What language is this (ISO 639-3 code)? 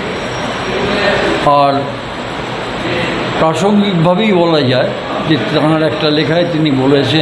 ben